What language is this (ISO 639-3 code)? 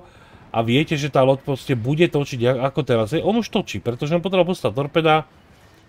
slk